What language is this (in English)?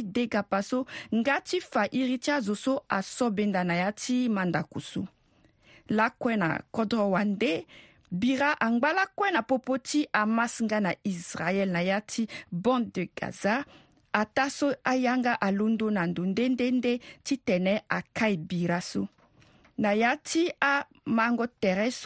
Sango